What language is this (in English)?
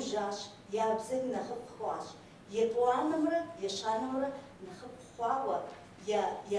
Kabardian